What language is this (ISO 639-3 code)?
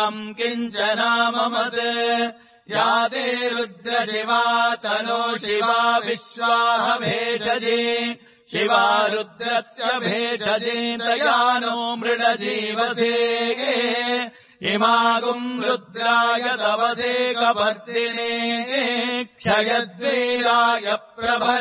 san